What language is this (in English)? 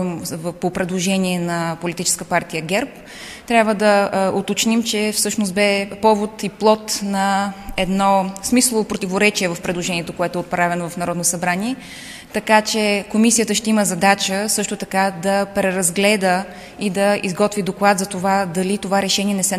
Bulgarian